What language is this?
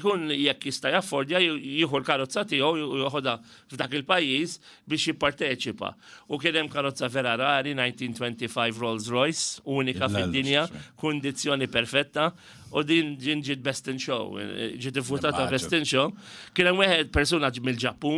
Maltese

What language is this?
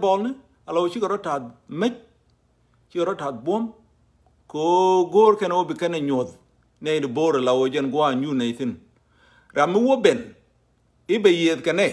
Nuer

